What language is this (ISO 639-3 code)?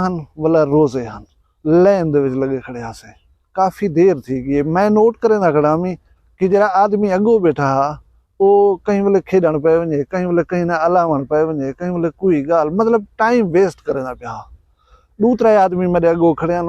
skr